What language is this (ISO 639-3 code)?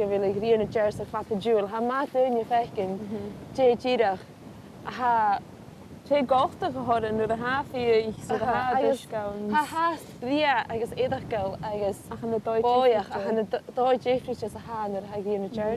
gla